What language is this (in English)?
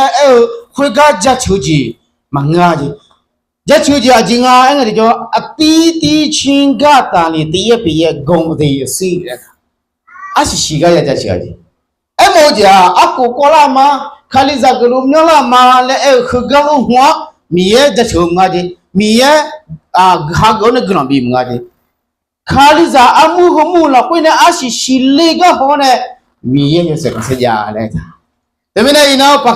Akha